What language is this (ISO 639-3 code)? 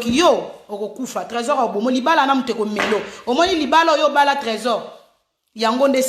lin